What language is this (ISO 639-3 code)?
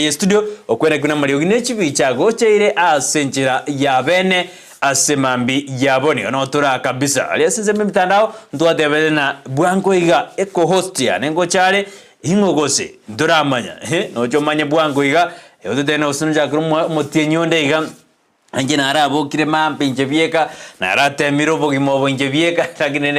guz